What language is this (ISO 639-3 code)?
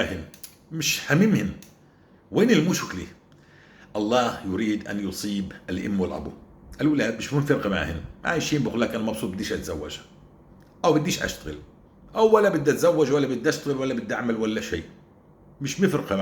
apc